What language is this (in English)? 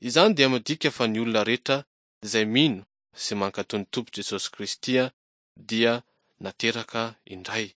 Malagasy